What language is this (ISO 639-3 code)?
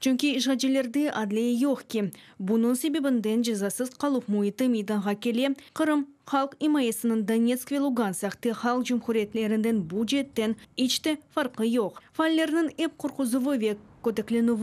crh